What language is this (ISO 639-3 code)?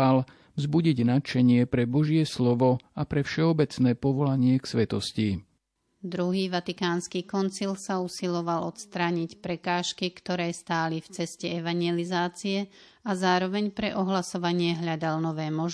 slk